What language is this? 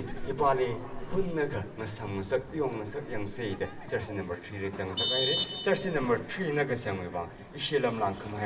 Tangkhul Naga (India)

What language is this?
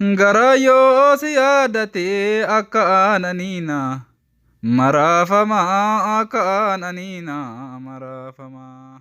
Oromo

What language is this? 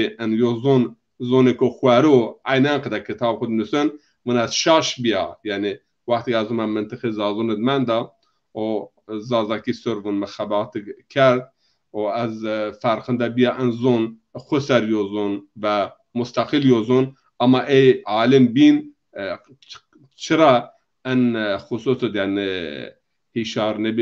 Zaza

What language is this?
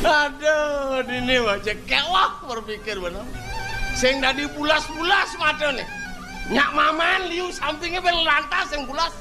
Balinese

